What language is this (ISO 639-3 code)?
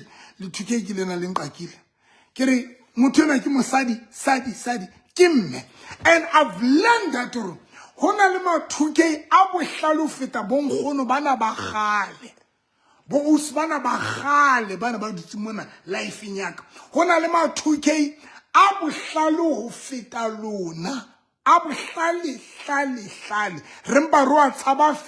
sot